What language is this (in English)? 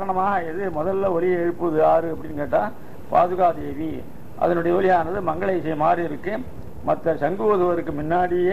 Tamil